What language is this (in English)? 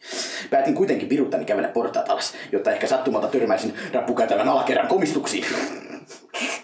Finnish